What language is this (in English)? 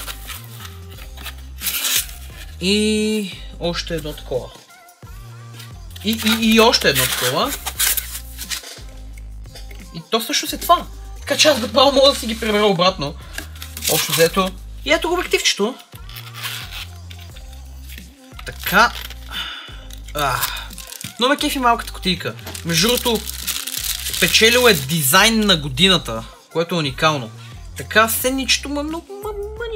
Bulgarian